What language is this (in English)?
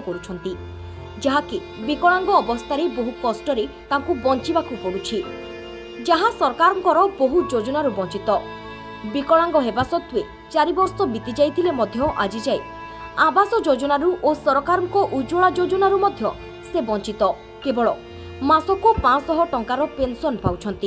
Odia